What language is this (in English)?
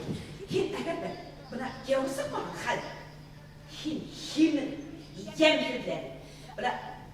Bashkir